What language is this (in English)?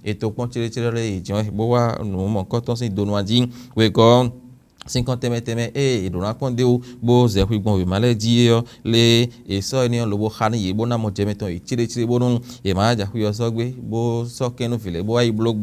Fon